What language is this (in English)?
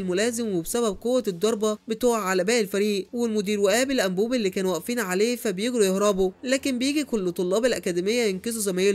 Egyptian Arabic